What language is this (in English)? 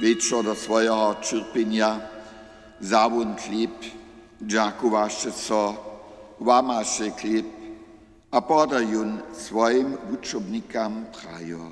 Upper Sorbian